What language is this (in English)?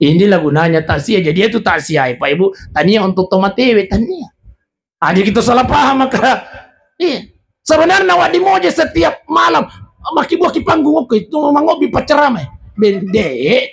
Buginese